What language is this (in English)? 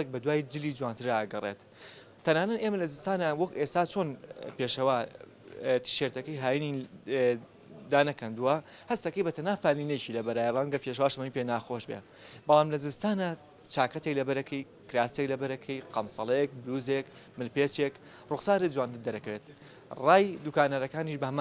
Central Kurdish